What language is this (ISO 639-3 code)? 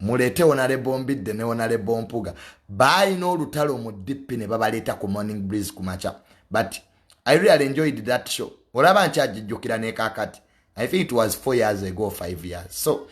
lug